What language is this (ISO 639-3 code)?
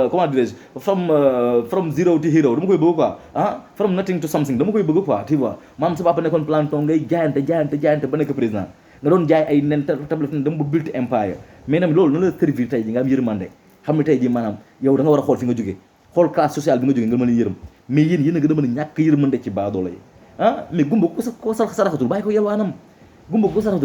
wol